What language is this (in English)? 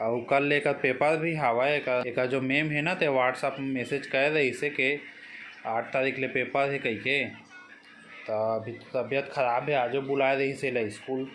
Chhattisgarhi